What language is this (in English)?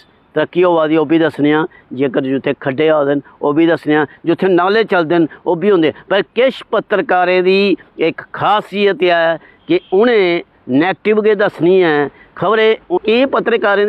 Dogri